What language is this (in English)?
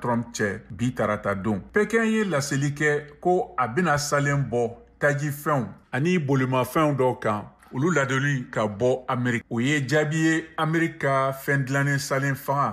Bambara